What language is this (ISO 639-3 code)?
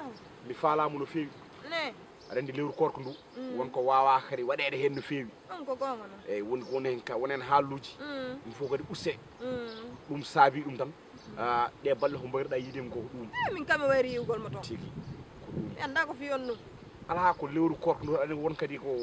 ful